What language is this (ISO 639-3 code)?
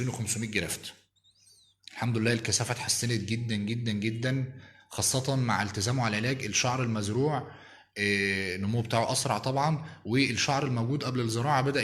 arz